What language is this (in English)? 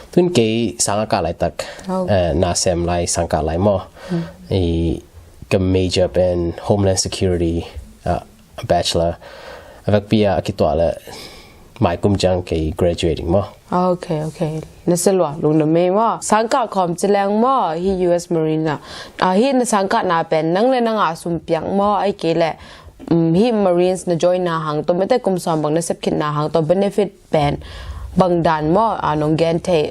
Tedim Chin